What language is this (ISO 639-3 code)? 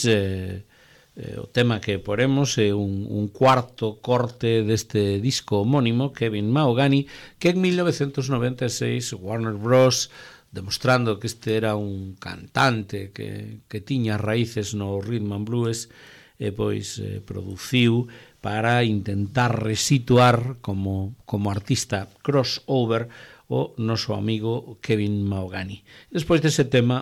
glg